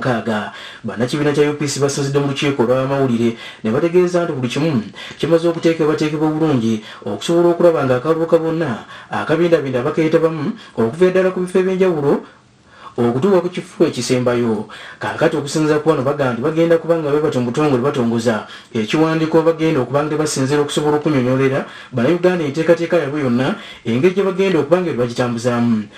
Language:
Ganda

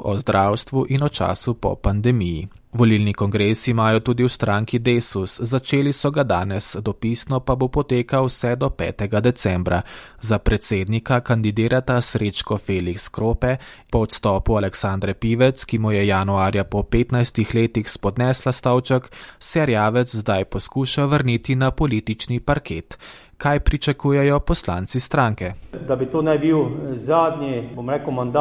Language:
Slovenian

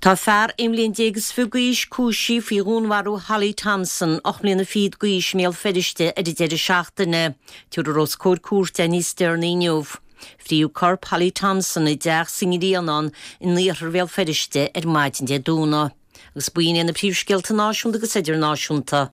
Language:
Irish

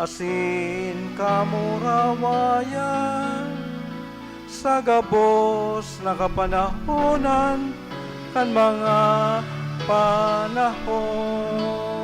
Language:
Bikol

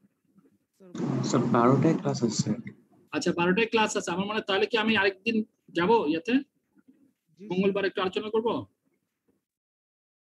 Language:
Bangla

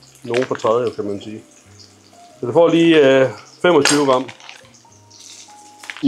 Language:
Danish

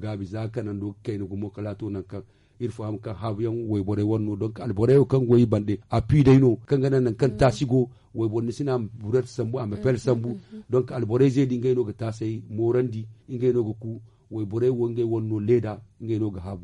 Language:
Zarma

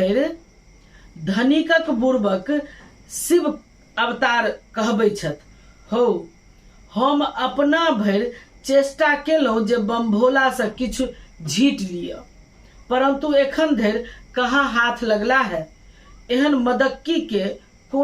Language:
Maithili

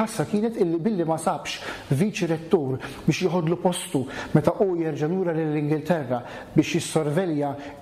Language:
Maltese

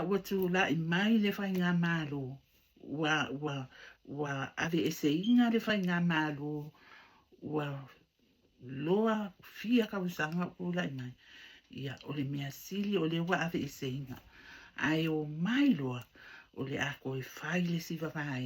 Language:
Samoan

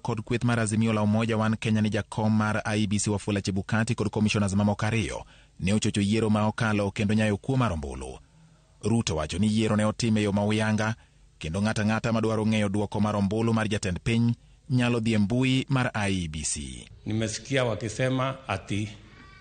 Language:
Luo (Kenya and Tanzania)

